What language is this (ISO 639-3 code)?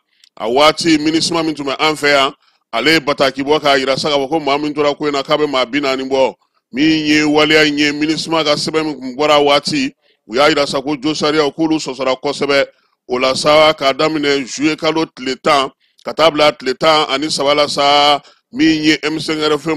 bam